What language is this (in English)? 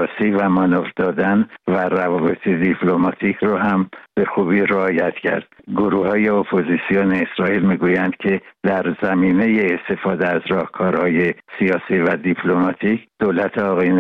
Persian